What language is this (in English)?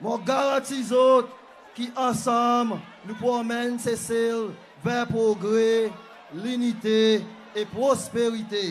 Seselwa Creole French